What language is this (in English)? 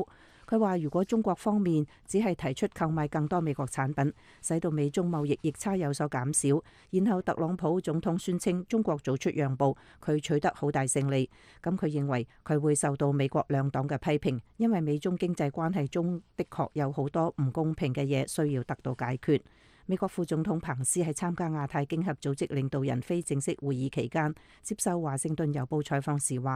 Cantonese